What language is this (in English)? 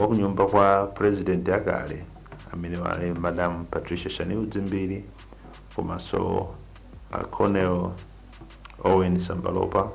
Nyanja